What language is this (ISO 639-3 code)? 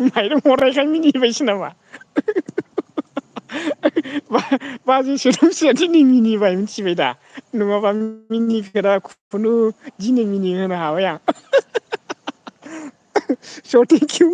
brx